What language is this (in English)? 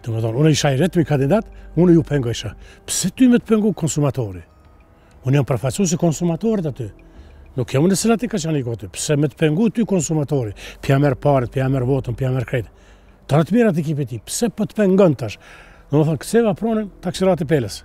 Albanian